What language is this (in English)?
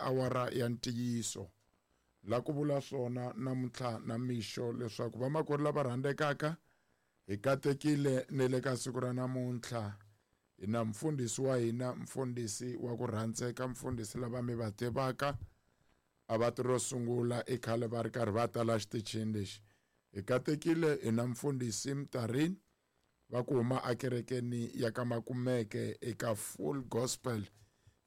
Tsonga